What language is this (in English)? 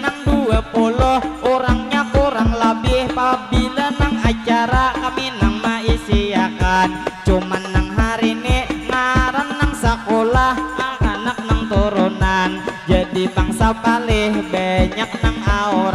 Banjar